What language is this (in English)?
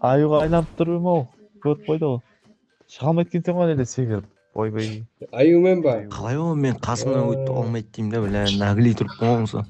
Kara-Kalpak